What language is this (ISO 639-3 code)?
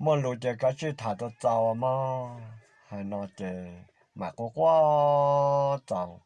hmn